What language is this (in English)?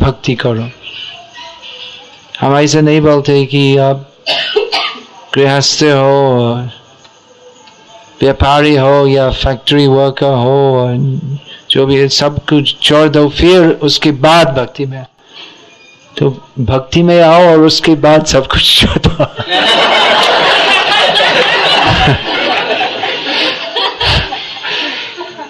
Hindi